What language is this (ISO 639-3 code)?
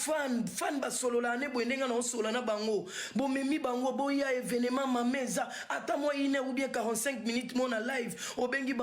lin